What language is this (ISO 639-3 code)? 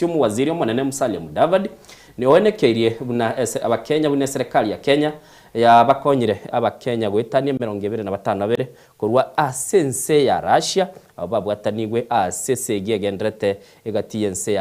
guz